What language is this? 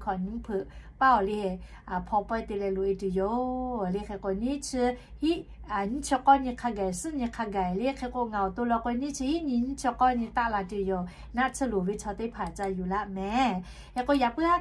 Lahu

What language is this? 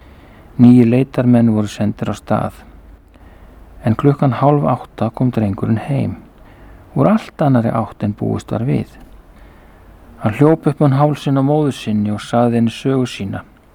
Icelandic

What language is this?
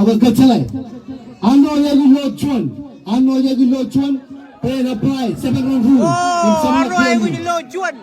Marshallese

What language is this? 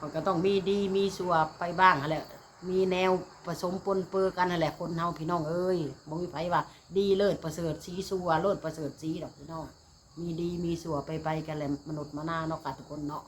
Northeastern Thai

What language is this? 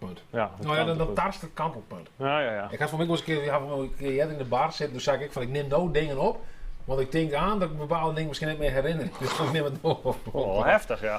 Western Frisian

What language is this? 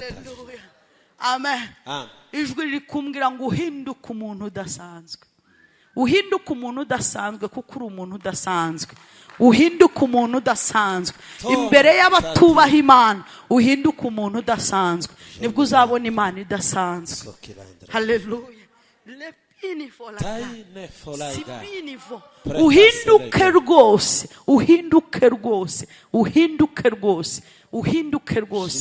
Kinyarwanda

